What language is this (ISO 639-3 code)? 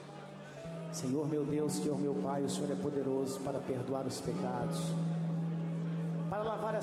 por